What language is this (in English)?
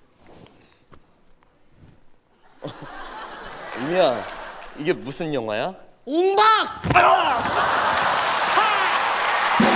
Korean